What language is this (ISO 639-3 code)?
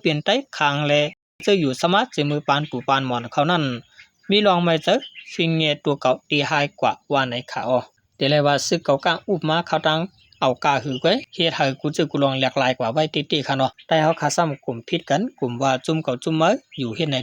shn